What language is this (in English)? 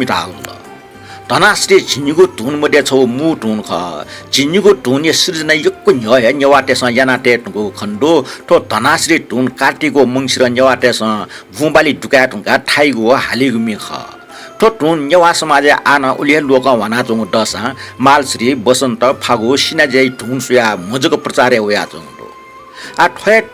Newari